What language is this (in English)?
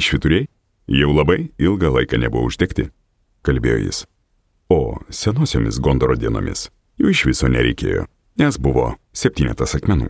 Lithuanian